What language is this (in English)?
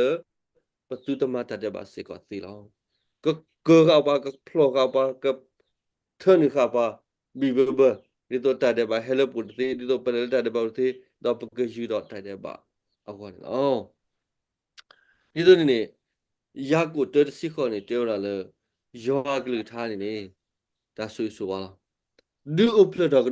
S'gaw Karen